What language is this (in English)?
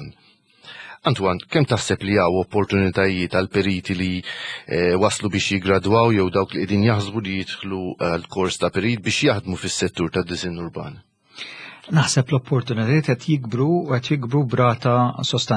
Maltese